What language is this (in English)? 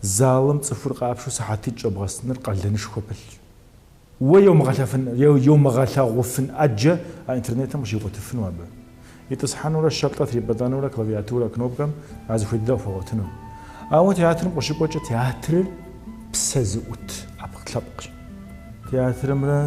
Kabardian